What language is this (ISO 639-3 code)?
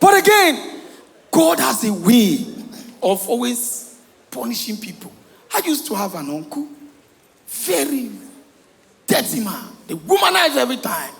pcm